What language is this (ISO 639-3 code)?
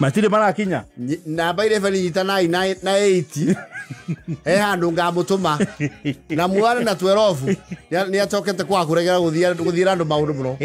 kik